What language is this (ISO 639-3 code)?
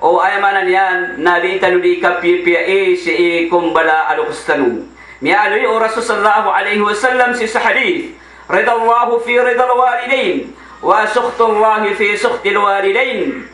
mrw